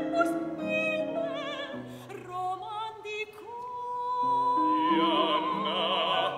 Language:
Greek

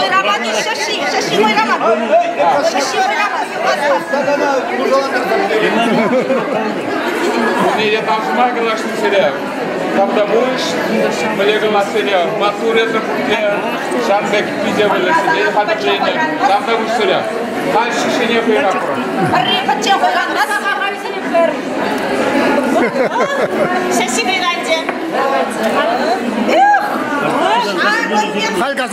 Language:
Chuvash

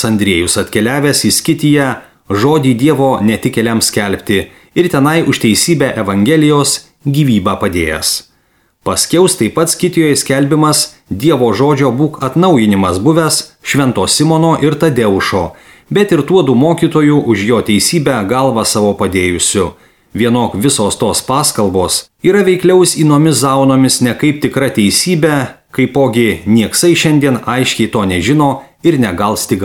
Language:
Lithuanian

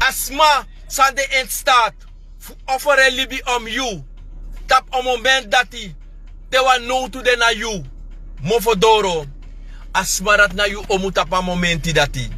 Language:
Sranan Tongo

